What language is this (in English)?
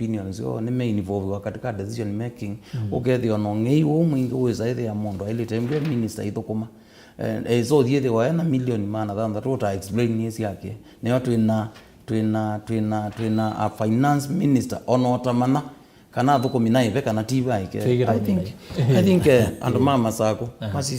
Kamba